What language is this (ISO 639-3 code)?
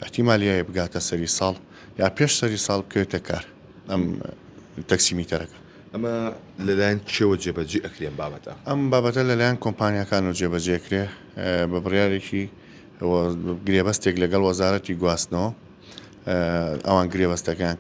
ckb